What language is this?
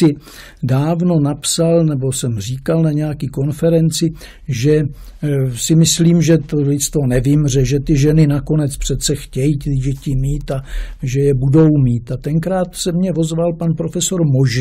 Czech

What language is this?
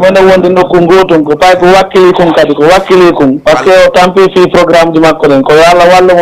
Fula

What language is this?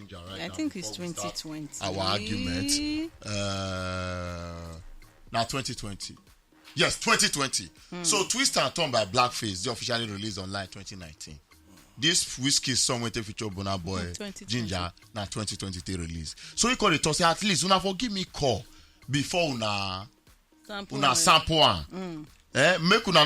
Nigerian Pidgin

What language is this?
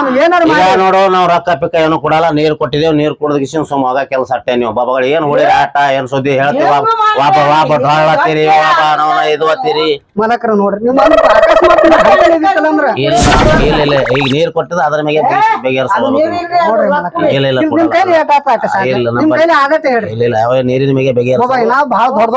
Kannada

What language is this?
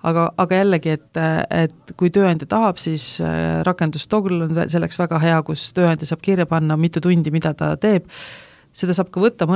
Estonian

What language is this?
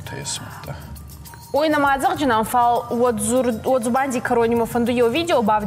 Ossetic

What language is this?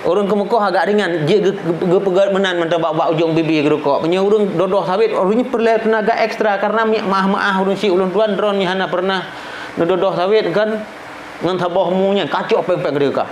Achinese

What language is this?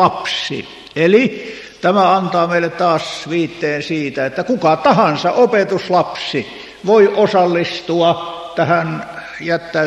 Finnish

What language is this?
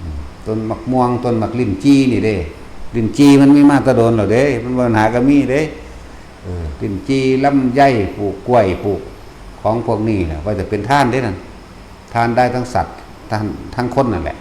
Lao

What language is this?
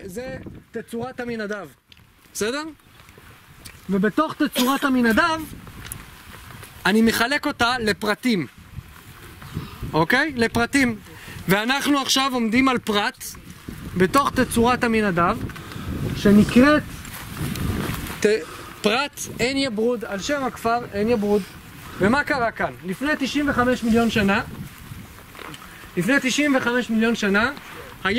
Hebrew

